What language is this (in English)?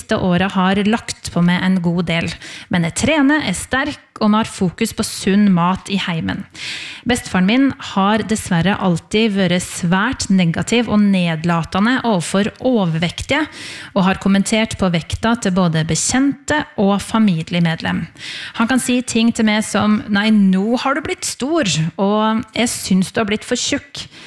Norwegian